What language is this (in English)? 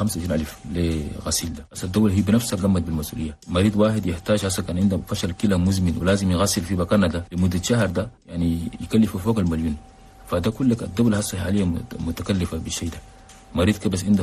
Chadian Arabic